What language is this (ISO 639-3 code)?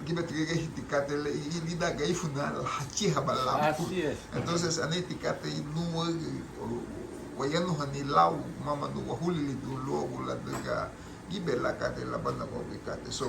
cab